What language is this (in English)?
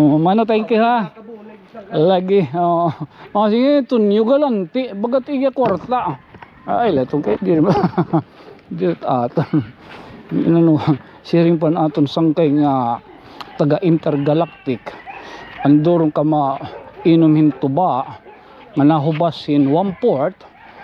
Waray